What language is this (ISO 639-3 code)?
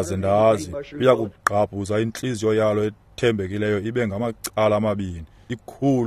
xho